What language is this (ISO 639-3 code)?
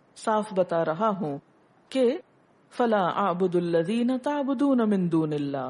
urd